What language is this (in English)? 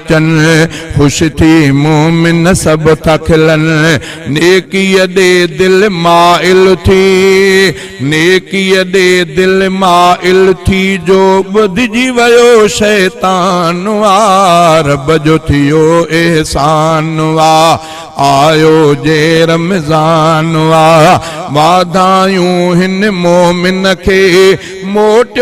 Sindhi